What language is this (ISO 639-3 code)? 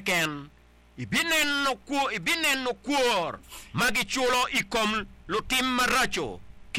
ach